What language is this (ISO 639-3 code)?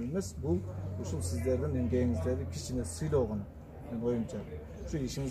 kir